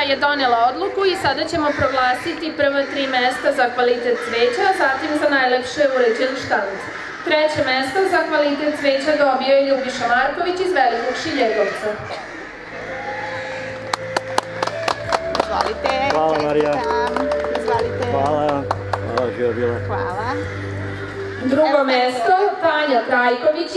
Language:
Serbian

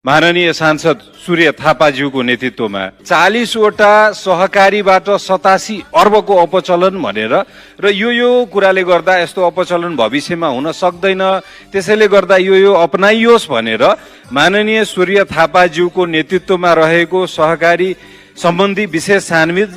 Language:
Nepali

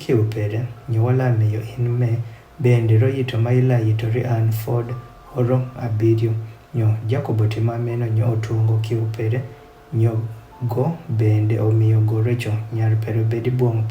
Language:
Adhola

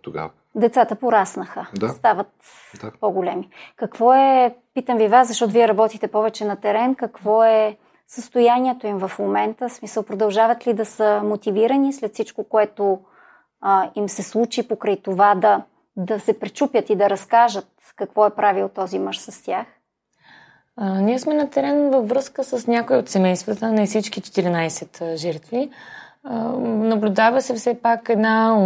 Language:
Bulgarian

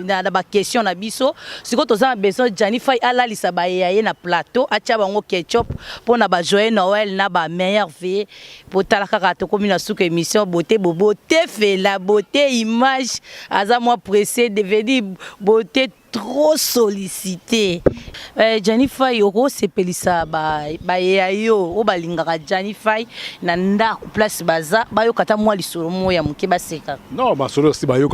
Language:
Lingala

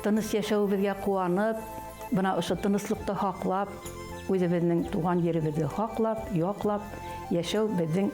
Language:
Bashkir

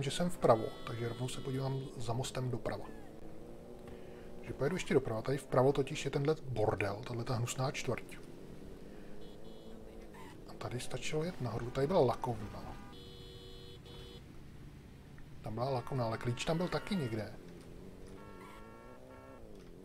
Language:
Czech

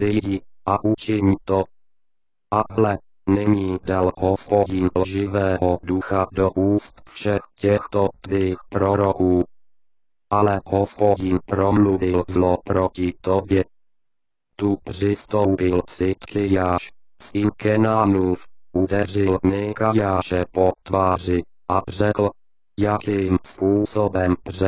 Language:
Czech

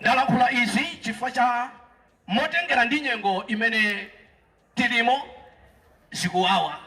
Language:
Nyanja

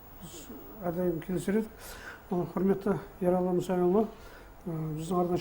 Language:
Kazakh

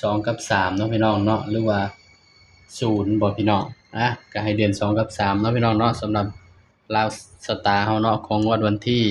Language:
Northeastern Thai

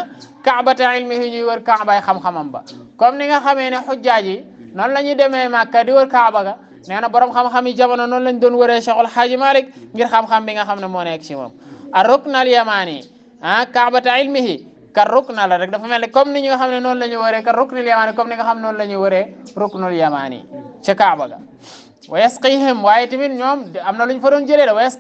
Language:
Wolof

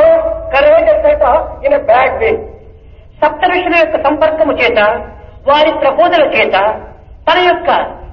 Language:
Telugu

